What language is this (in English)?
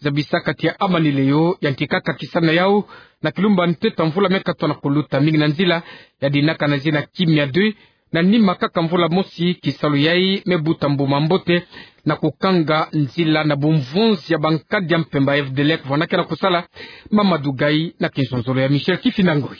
Kituba (Democratic Republic of Congo)